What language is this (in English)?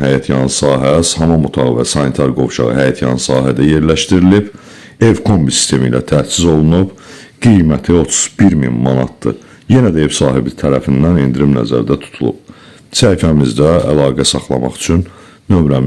Azerbaijani